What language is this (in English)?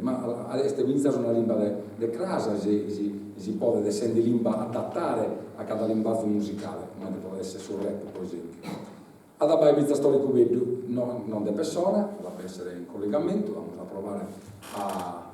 Sardinian